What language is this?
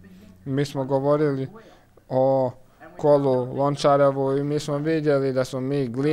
Croatian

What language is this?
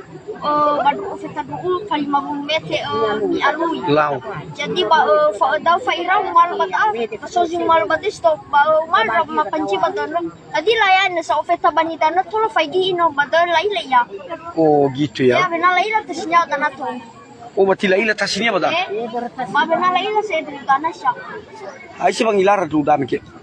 Nias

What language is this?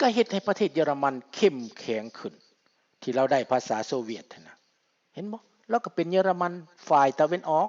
Lao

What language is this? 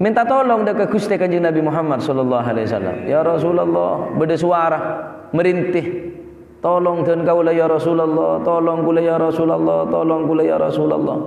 Madurese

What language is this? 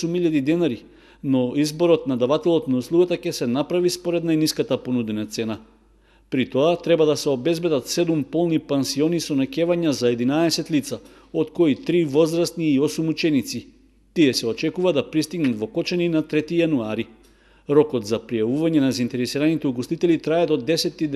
Macedonian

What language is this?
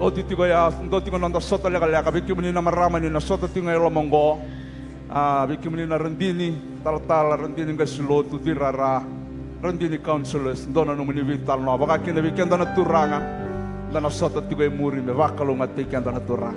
Fijian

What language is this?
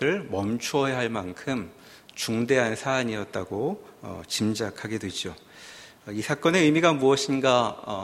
Korean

